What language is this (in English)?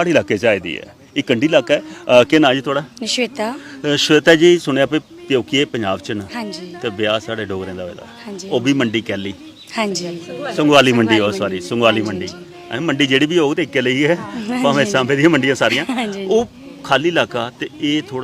Dogri